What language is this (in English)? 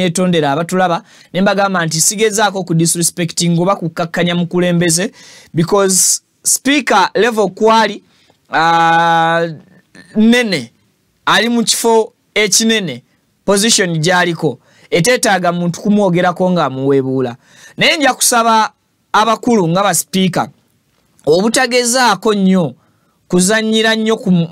Ganda